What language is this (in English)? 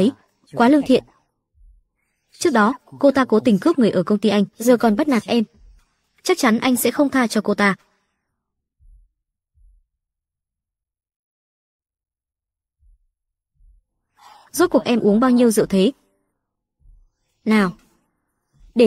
Vietnamese